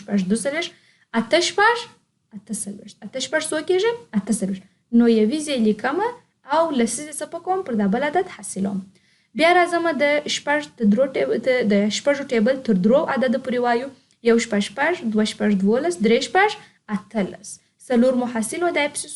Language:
Pashto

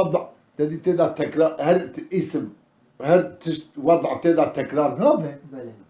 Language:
Kurdish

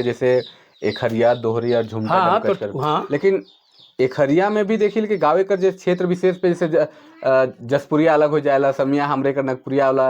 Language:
Sadri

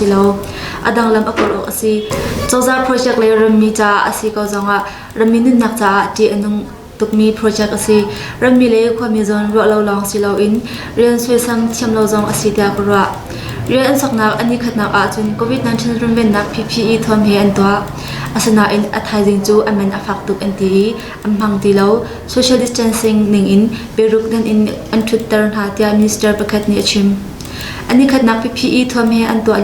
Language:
Hakha Chin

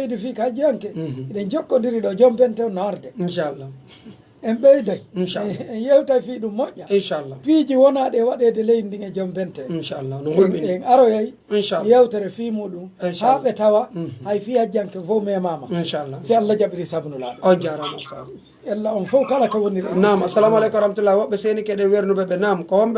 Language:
Pular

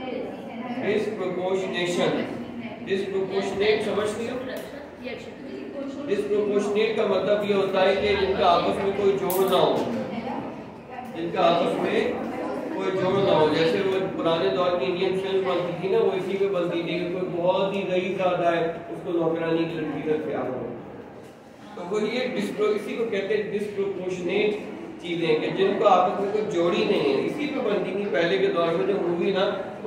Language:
Hindi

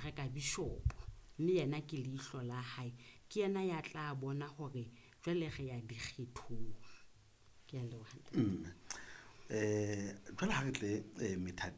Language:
Southern Sotho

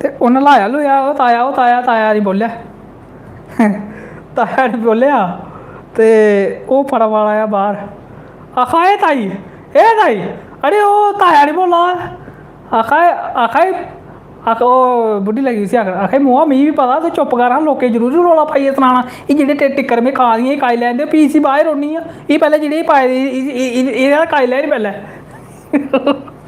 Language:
Dogri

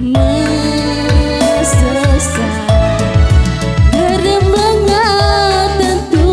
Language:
Batak Karo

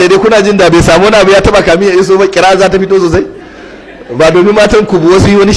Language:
Hausa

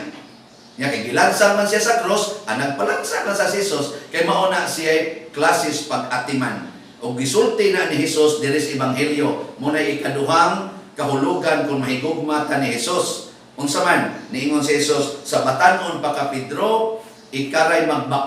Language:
Cebuano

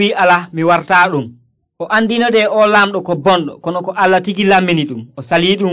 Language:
Nigerian Fulfulde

